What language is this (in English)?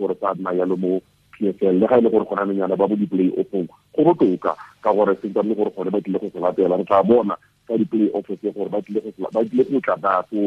Tswana